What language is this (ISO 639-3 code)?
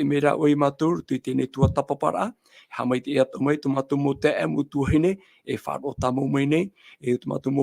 tah